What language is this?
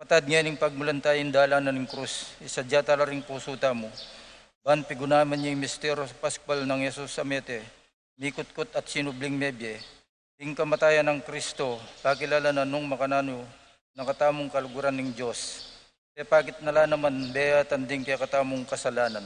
Pampanga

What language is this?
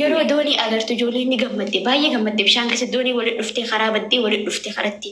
Oromo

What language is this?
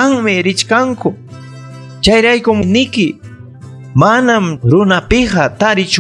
Ayacucho Quechua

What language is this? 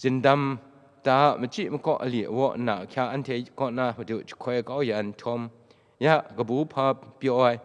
Kachin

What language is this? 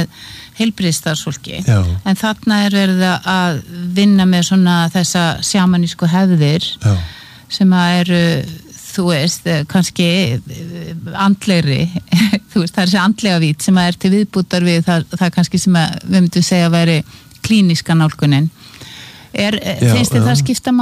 Icelandic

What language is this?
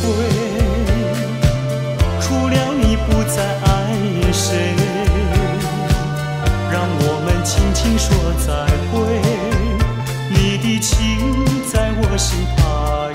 Chinese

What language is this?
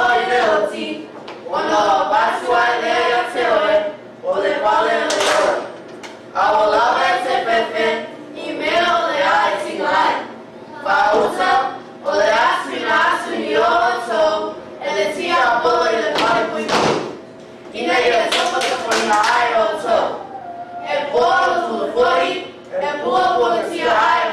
Samoan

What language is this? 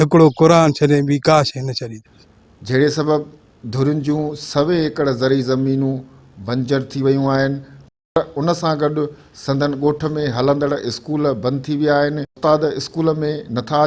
Sindhi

